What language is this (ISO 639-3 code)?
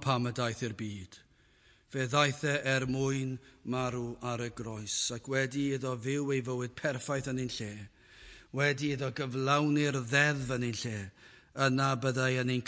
cym